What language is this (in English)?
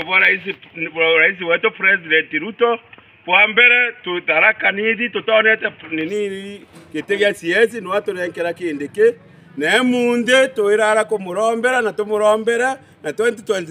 Meru